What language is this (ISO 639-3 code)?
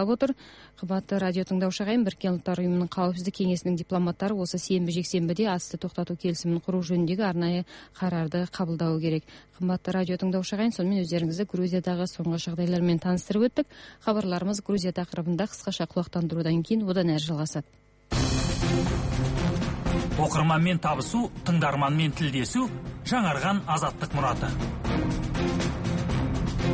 kaz